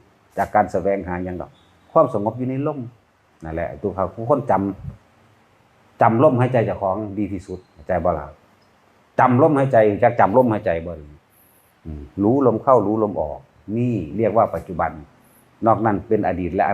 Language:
Northeastern Thai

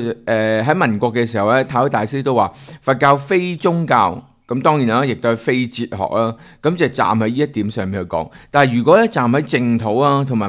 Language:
Cantonese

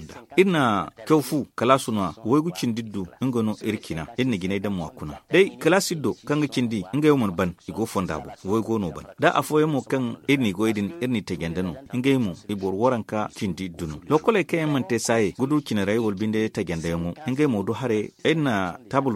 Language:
Zarma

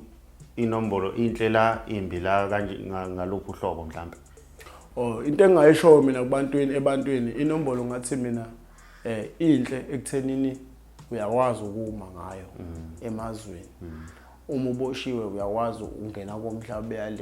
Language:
Zulu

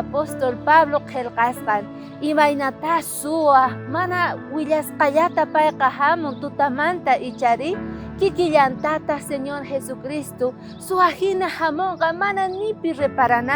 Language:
South Bolivian Quechua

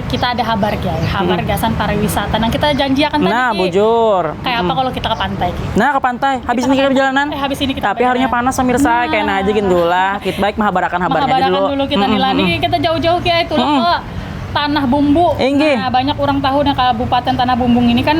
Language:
Banjar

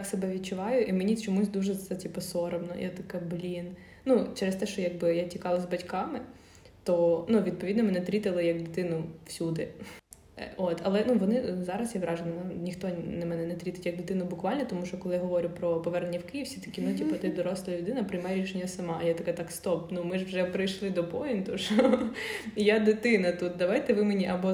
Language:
Ukrainian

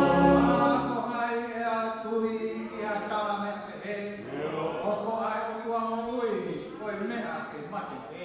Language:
Tongan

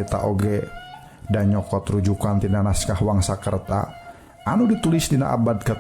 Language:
Sundanese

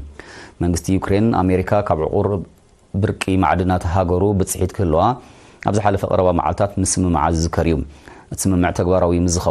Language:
Tigrinya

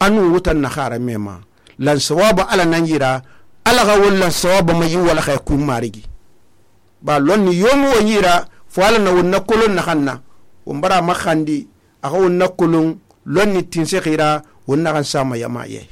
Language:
Susu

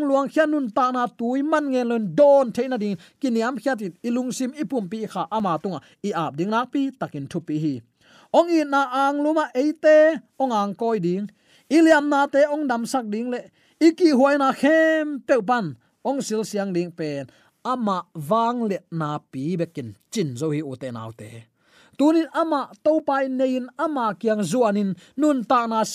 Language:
Tedim Chin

